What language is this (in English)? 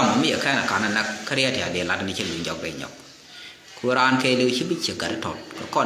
Nuer